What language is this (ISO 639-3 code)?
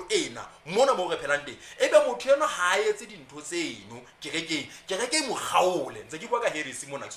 sot